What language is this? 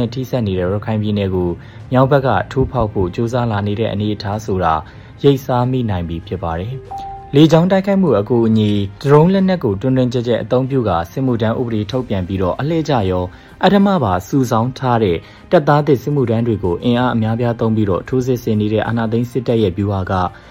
Burmese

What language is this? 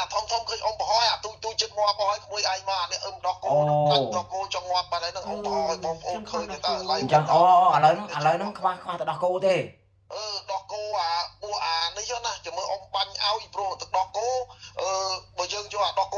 Khmer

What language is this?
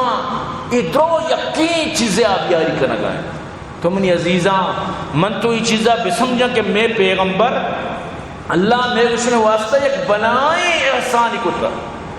Eastern Balochi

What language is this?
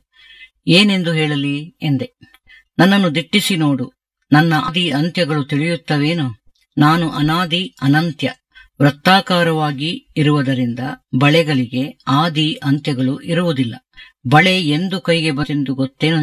Kannada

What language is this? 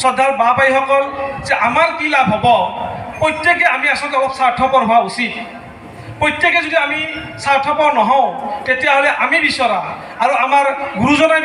Assamese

